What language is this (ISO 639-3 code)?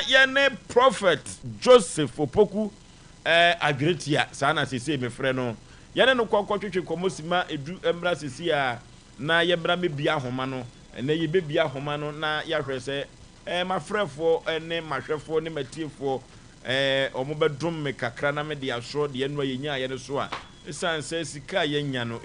aka